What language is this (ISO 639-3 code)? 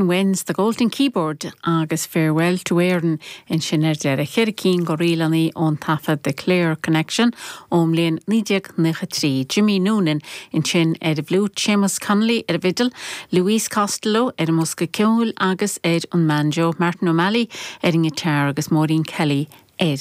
gle